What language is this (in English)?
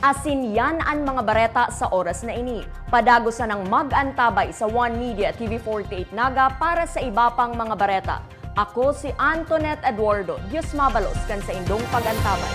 Bikol